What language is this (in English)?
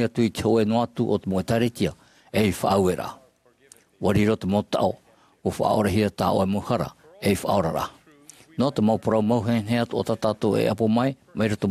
Tahitian